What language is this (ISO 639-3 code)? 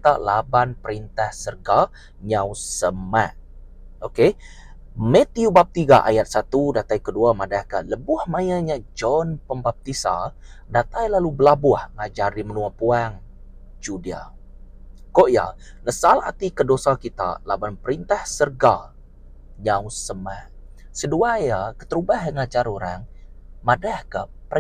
iba